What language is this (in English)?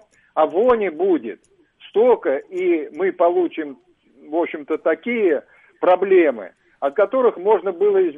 Russian